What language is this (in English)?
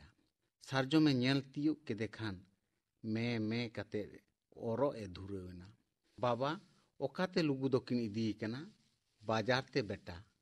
Santali